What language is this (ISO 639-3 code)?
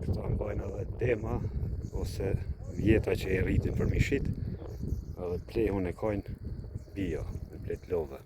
sqi